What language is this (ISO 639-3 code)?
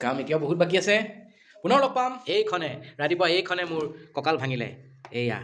asm